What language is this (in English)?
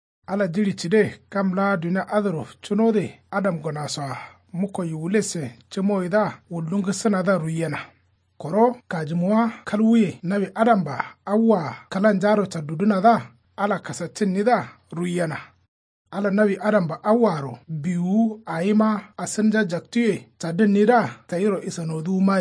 Kanuri